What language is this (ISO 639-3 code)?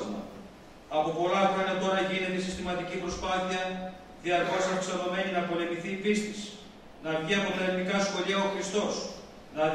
ell